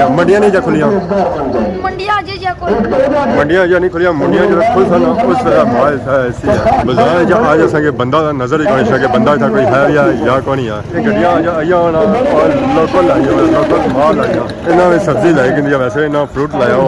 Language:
Pahari-Potwari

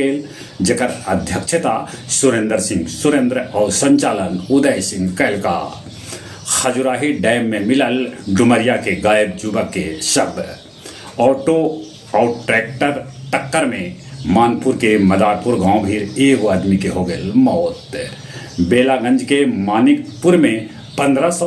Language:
Magahi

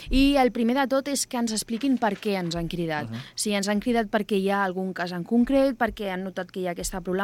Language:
Catalan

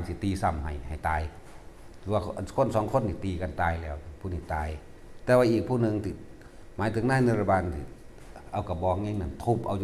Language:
Northeastern Thai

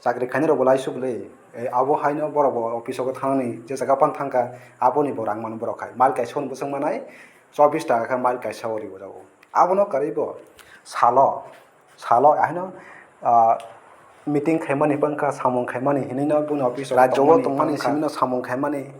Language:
Kok Borok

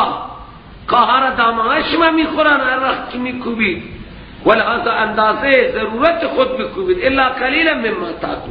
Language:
Persian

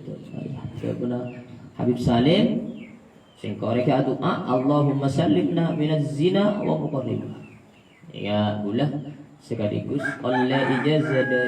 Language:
Madurese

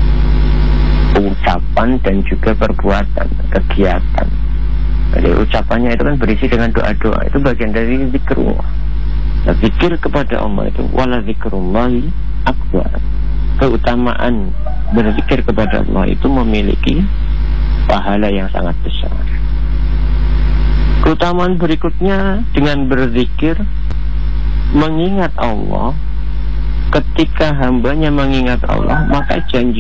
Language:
Indonesian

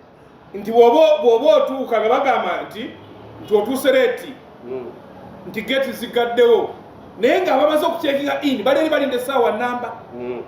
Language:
Ganda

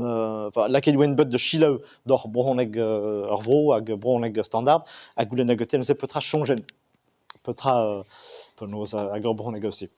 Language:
Breton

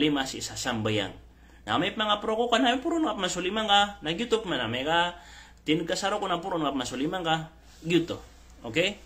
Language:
Maranao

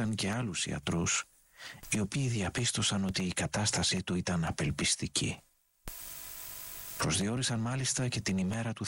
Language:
Greek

